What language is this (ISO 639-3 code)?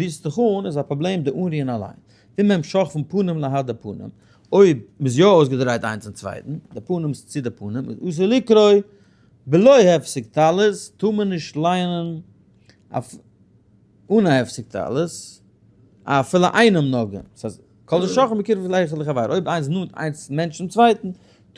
yid